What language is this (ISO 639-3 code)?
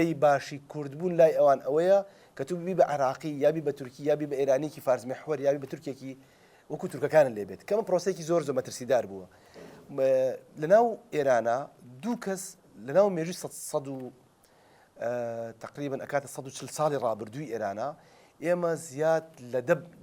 ckb